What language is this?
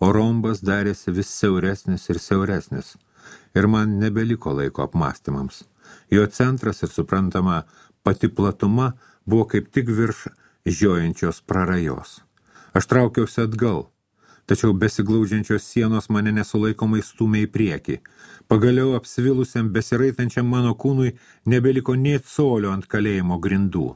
Lithuanian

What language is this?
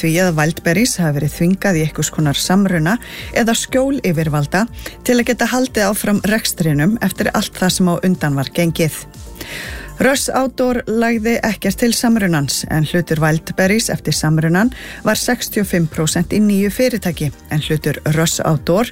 Icelandic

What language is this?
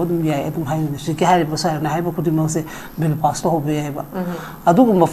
Manipuri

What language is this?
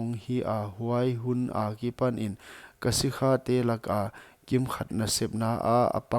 Paite Chin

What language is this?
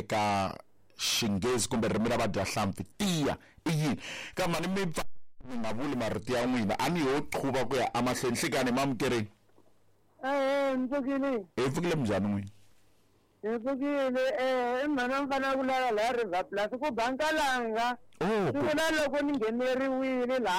Tsonga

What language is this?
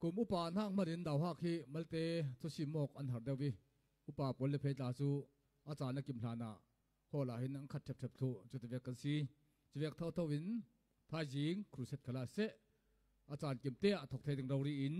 Falam Chin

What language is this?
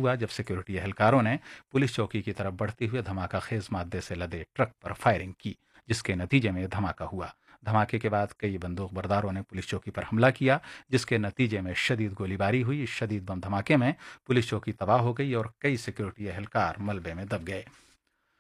Urdu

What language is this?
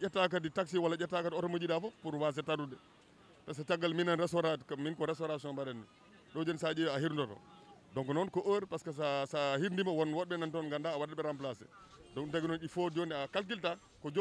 Fula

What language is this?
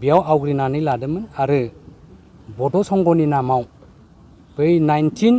Bodo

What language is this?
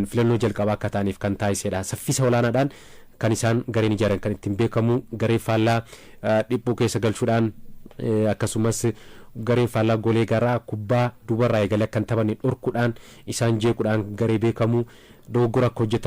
Oromo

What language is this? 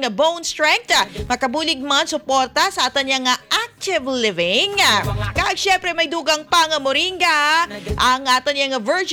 Hiligaynon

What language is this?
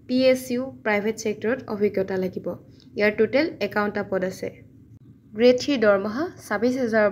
Assamese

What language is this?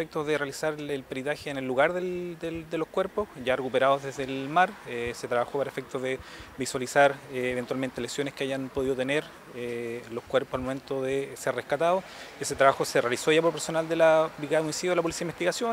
Spanish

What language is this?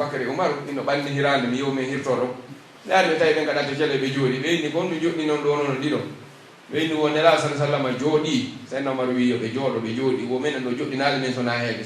Pular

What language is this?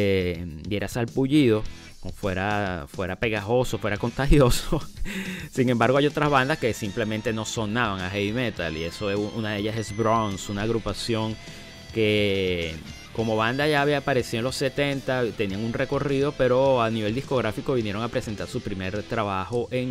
Spanish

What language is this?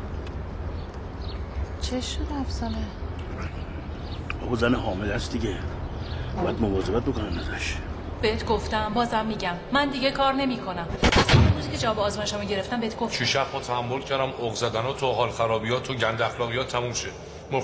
Persian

